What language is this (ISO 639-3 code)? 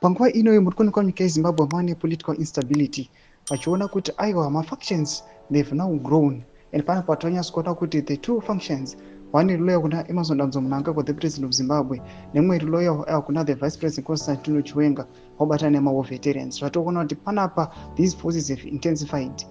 sna